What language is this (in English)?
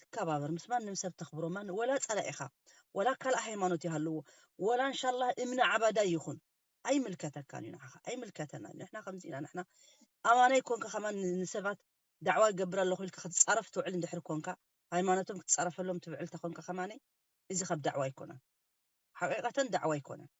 Tigrinya